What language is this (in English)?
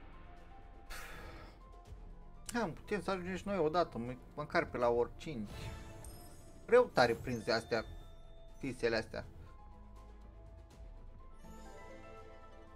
Romanian